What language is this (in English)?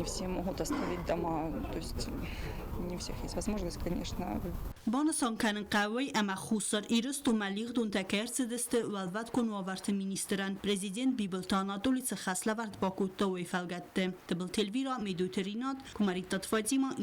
Ossetic